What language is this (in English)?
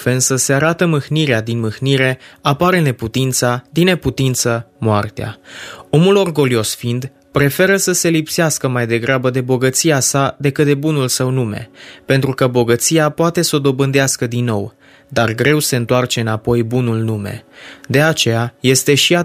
Romanian